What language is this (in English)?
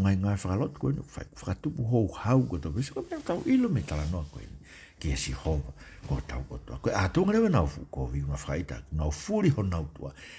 Tongan